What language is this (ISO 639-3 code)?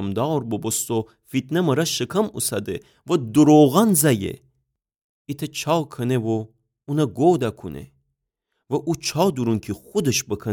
glk